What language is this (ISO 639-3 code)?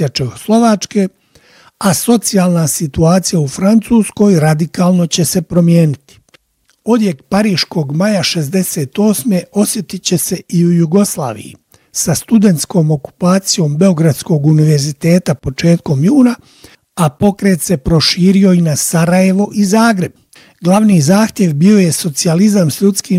bos